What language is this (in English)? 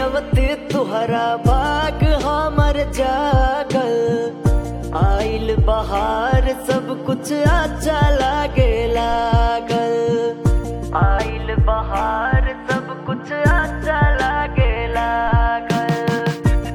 Bhojpuri